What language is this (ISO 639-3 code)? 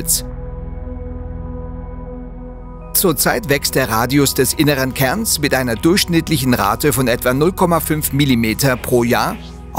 deu